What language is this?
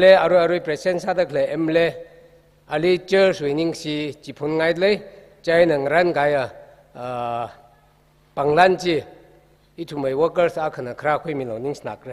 Tangkhul Naga (India)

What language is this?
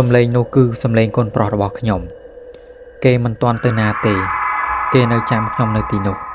Khmer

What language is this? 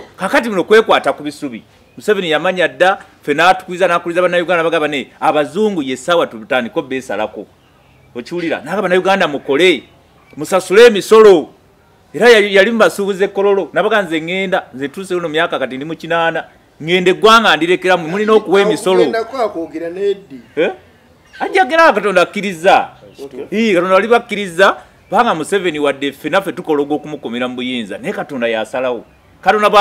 Ganda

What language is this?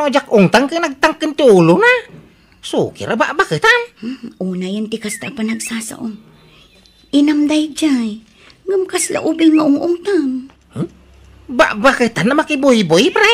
Iloko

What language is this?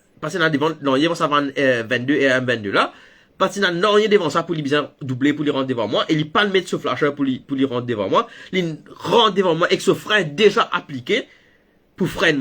Morisyen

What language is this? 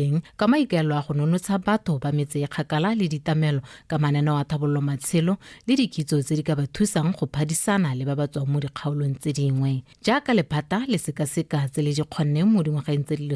Tswana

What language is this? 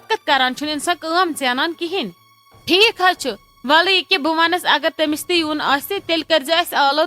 Kashmiri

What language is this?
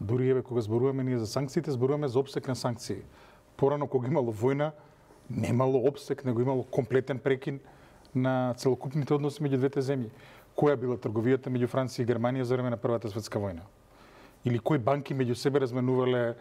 Macedonian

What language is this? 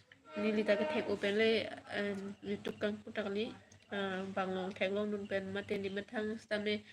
Karbi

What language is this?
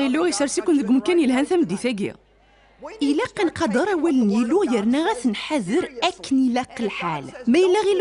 Kabyle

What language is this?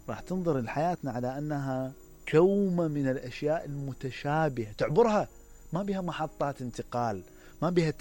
Mesopotamian Arabic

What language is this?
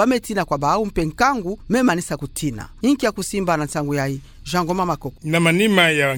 Kituba (Democratic Republic of Congo)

